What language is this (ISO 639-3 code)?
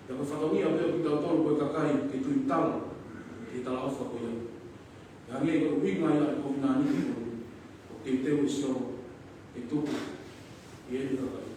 ton